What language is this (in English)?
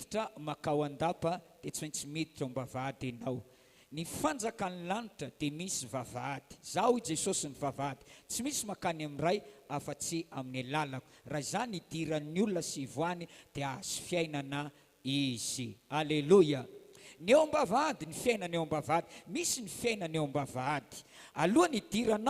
Malagasy